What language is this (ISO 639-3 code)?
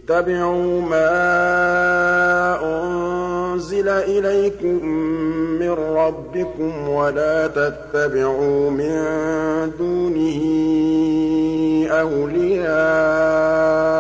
ara